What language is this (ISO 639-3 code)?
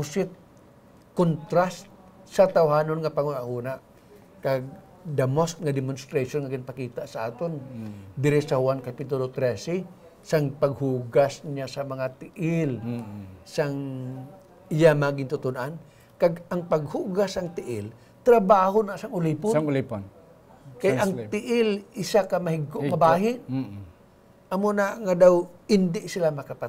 hil